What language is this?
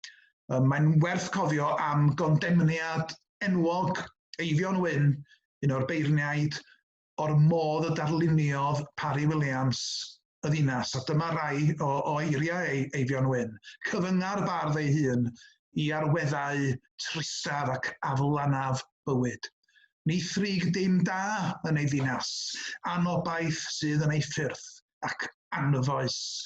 Welsh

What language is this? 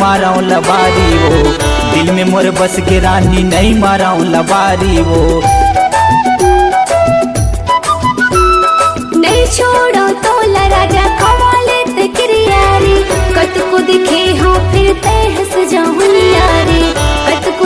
Chhattisgarhi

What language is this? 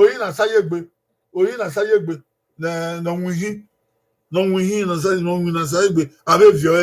Bini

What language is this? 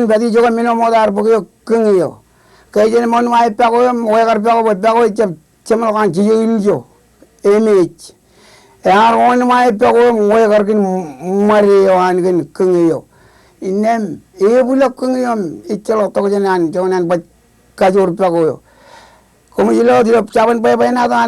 Marshallese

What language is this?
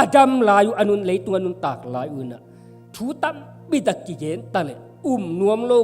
Tedim Chin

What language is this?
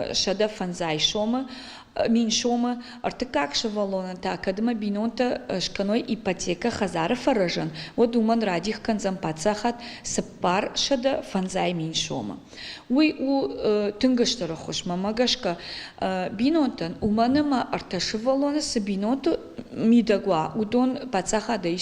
Ossetic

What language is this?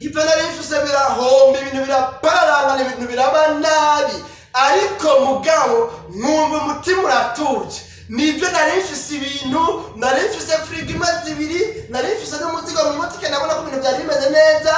Rundi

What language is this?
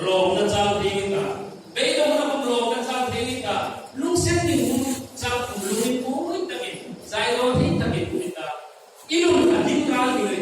Hmar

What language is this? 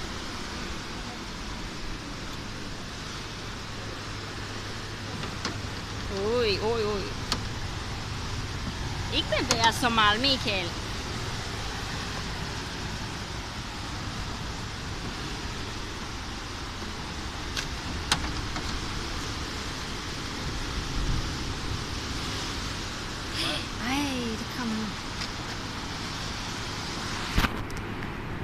Danish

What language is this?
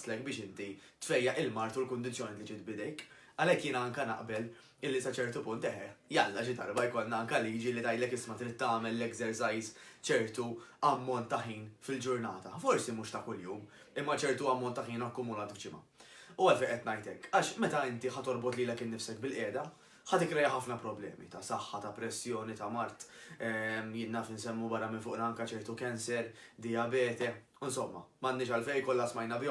Maltese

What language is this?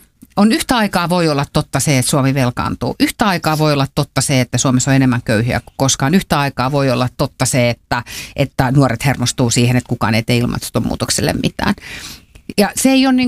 Finnish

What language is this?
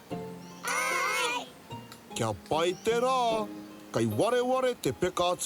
Māori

